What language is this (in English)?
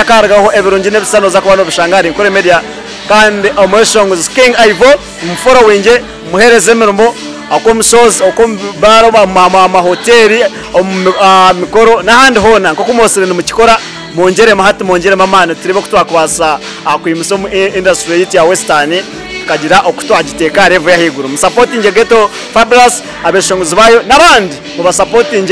Nyankole